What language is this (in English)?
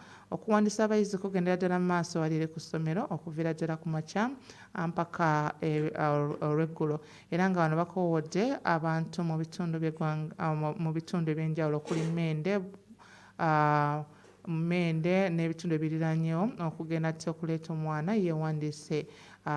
Ganda